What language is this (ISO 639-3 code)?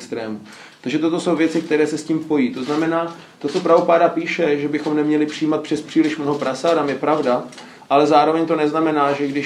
ces